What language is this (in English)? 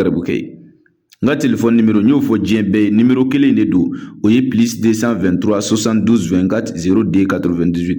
Bambara